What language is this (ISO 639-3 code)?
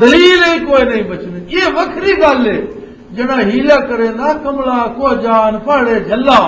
lah